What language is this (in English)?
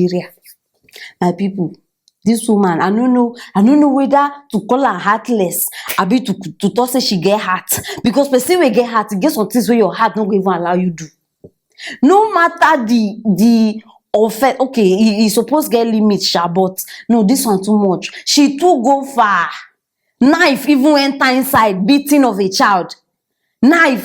Nigerian Pidgin